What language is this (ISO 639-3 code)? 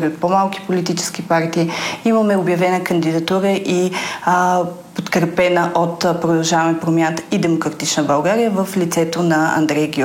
bul